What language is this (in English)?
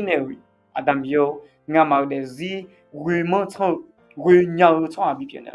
Akha